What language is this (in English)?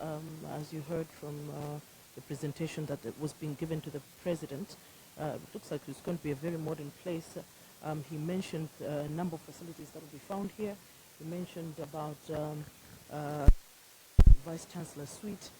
Nyanja